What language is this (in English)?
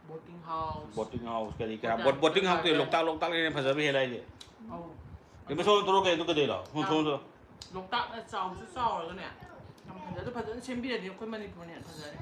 Manipuri